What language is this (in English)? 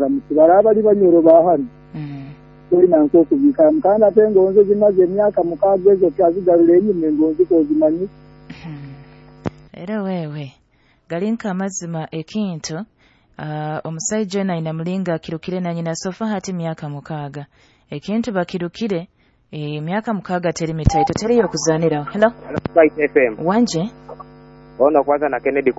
Nyoro